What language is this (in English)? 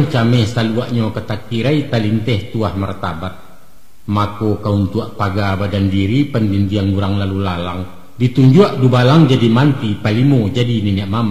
Minangkabau